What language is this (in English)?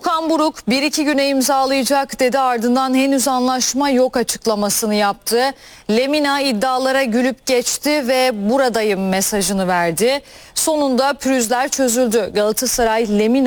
Turkish